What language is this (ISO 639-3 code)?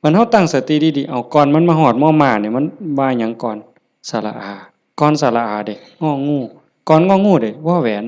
lao